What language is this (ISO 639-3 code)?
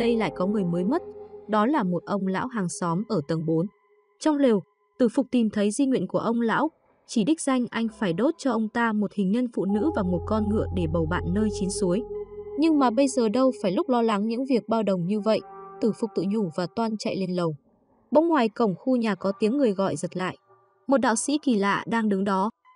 vie